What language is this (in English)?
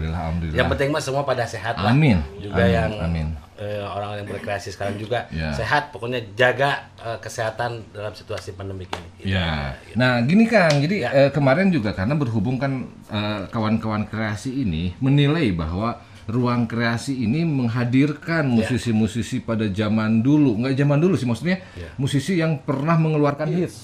Indonesian